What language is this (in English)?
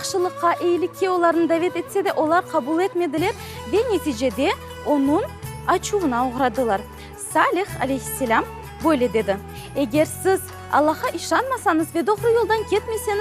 Crimean Tatar